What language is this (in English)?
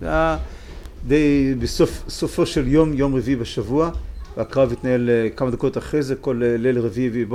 Hebrew